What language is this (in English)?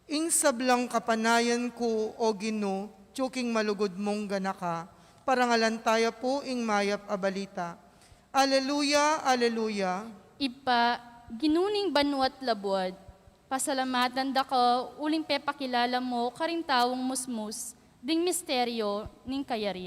Pampanga